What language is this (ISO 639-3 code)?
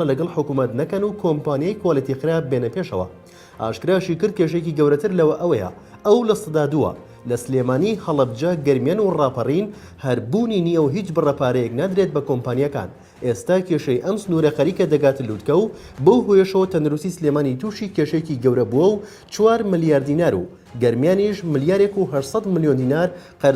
ckb